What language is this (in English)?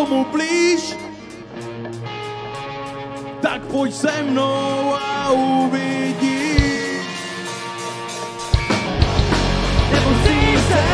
Czech